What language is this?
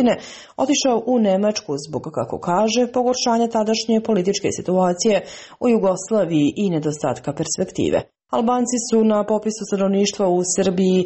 Serbian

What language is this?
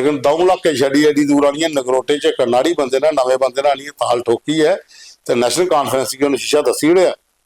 Dogri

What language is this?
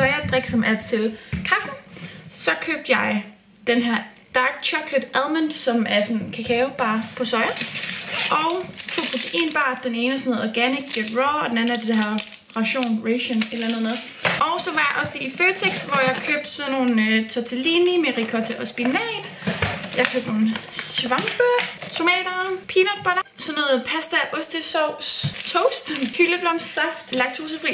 Danish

